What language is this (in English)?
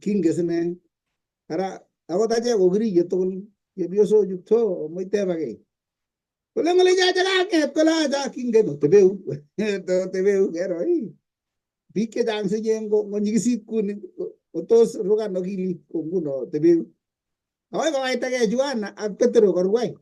Kalenjin